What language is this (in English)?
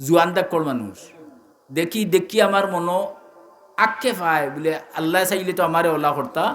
Sylheti